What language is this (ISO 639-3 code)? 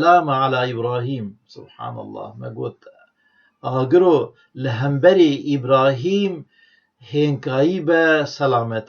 kur